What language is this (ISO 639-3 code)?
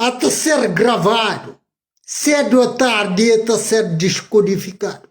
kea